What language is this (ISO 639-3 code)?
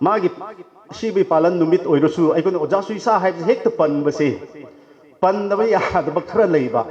mni